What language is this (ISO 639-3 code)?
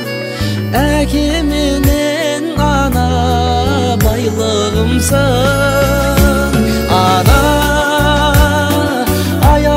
kaz